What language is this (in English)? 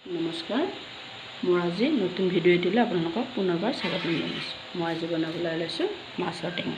Assamese